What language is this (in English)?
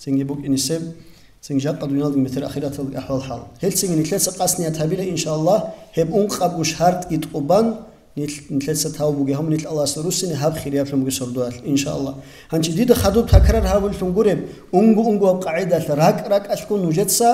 Avaric